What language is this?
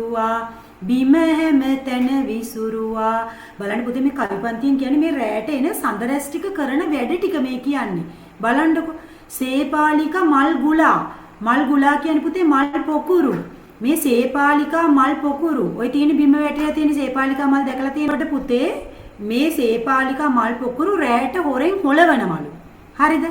Sinhala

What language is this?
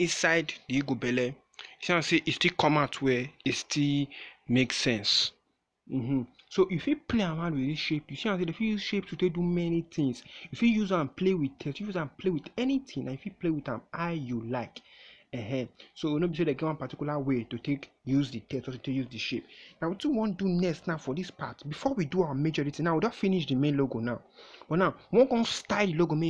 Nigerian Pidgin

